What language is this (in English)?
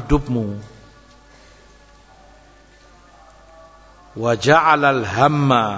Indonesian